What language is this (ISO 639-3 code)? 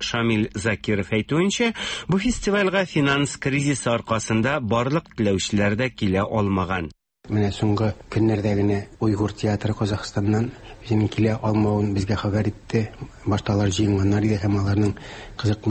tat